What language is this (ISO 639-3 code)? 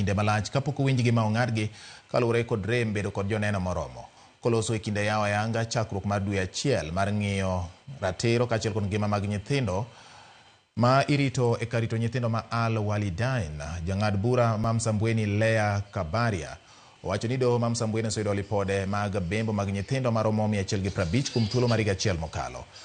luo